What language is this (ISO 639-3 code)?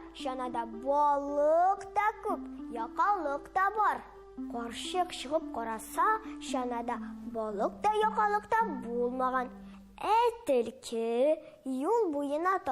tat